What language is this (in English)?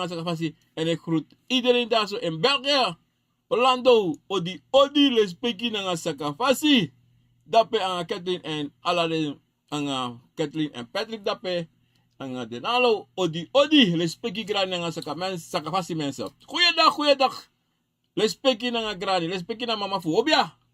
Sranan Tongo